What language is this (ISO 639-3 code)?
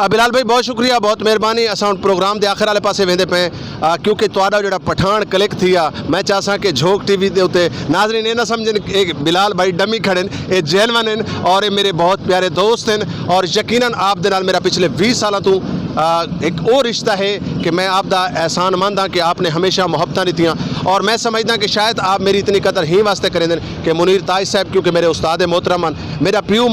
skr